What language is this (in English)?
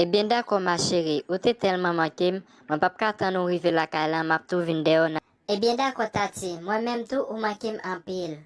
Haitian Creole